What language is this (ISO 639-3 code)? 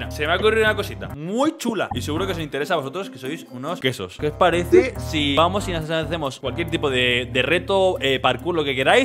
spa